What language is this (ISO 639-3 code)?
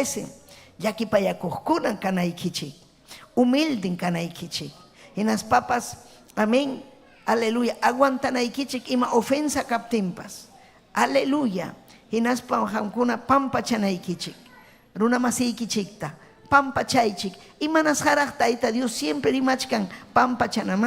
quy